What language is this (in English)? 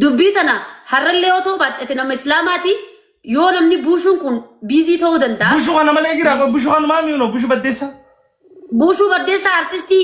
Oromo